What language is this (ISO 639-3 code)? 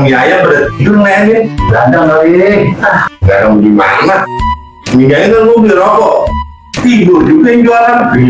bew